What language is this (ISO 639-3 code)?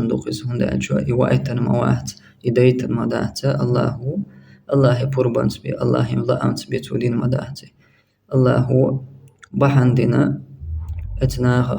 che